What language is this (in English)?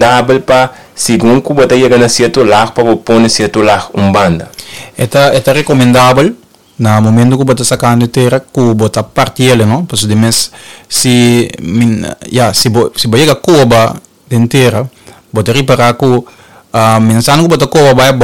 Papiamento